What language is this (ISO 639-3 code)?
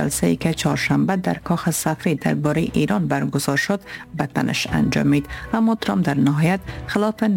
fas